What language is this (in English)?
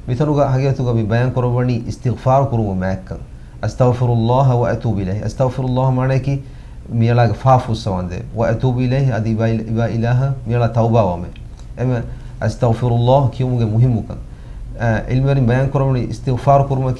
Divehi